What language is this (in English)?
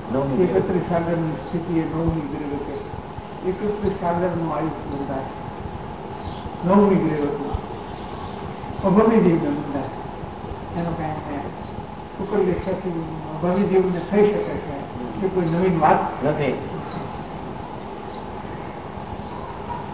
Gujarati